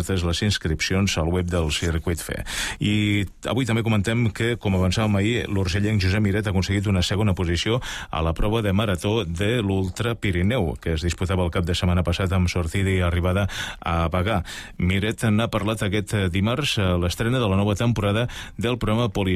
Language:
Catalan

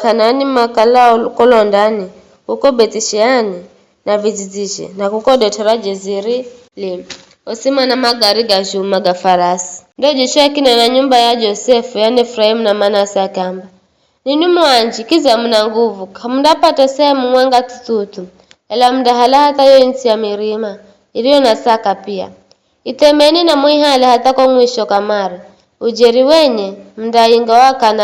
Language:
Giryama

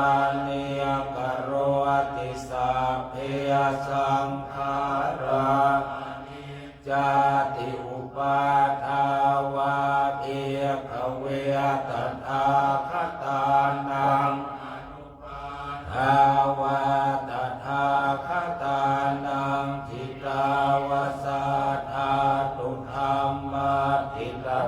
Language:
Pali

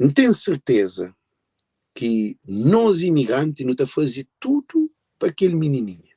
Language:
Kabuverdianu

